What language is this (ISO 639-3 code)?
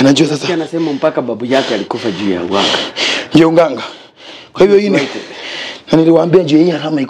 swa